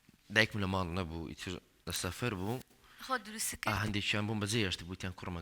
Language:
Central Kurdish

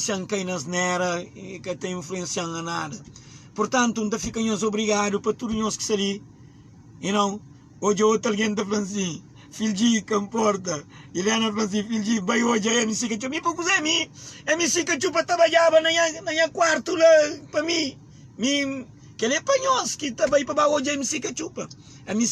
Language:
Kabuverdianu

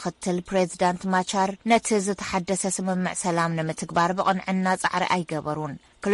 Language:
Tigrinya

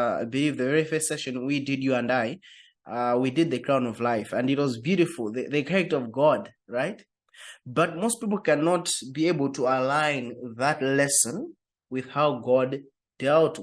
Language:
English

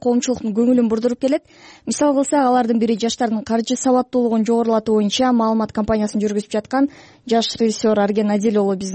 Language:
Kyrgyz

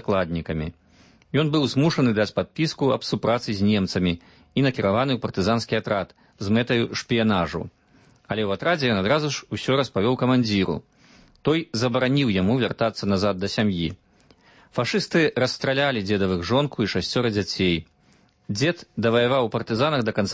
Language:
Belarusian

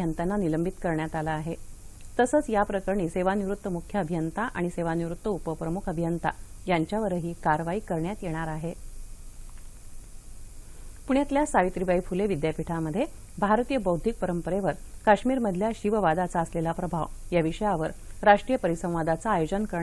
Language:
Marathi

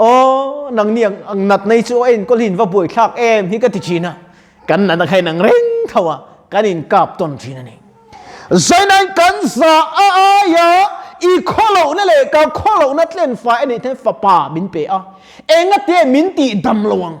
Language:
Mizo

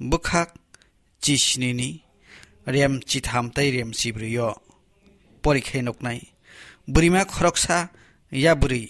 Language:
Kok Borok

